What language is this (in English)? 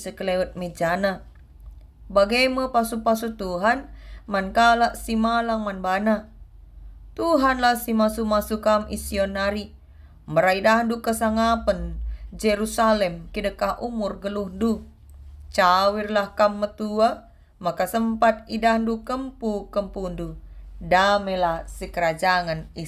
Batak Karo